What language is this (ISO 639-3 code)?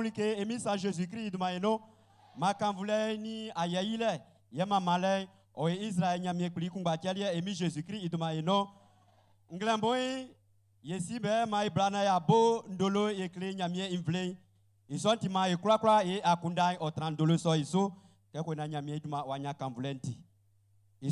bci